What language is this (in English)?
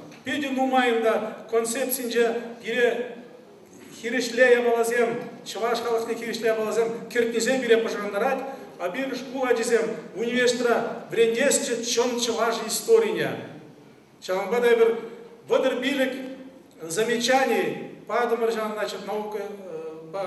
Chuvash